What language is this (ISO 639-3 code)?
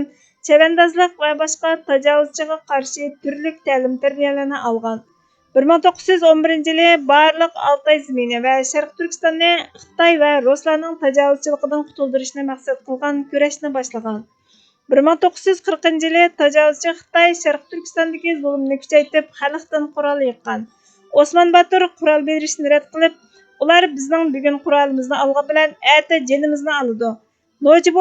uig